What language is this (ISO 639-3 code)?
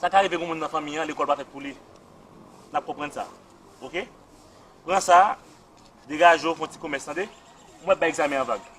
hat